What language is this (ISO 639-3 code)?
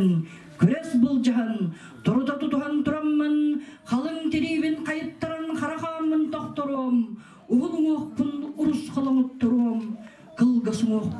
sah